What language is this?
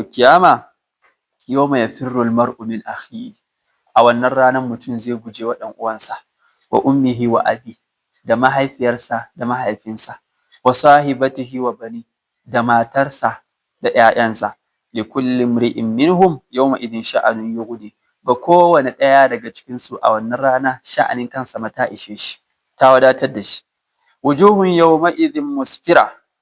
Hausa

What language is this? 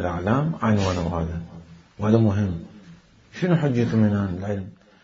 Mesopotamian Arabic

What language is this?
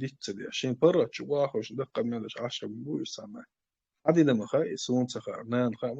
Chechen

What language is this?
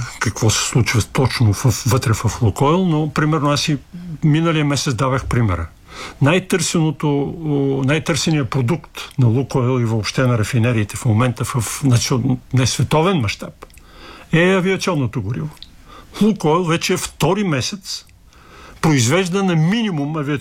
Bulgarian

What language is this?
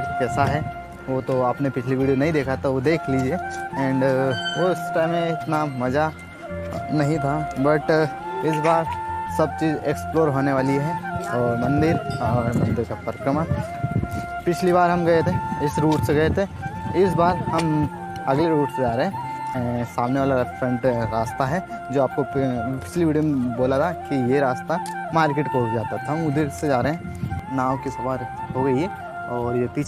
Hindi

